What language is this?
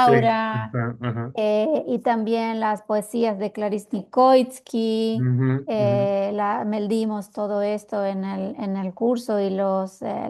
Ladino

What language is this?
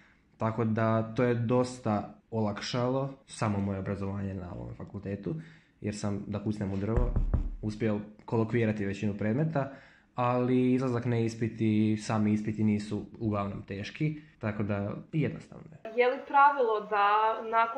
Croatian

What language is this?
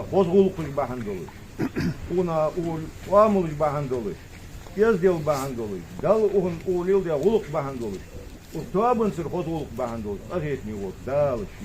Ingush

